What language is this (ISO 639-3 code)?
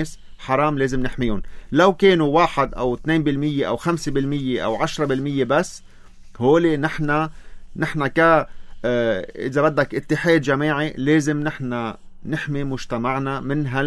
apc